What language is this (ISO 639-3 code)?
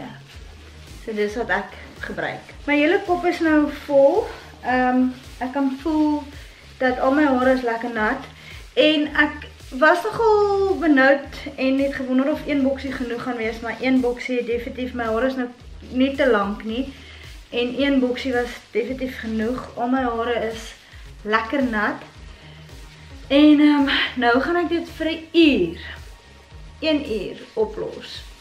afr